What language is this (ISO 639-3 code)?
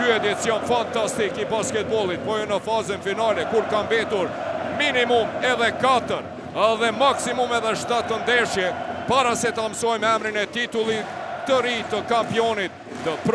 sqi